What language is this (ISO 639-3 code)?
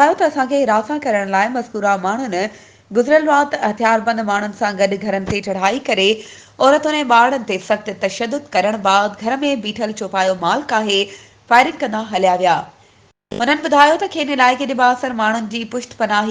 snd